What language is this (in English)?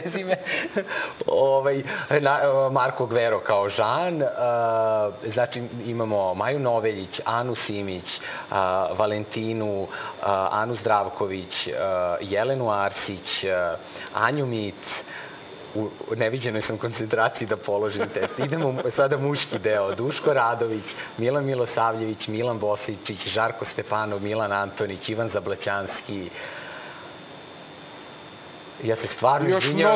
Serbian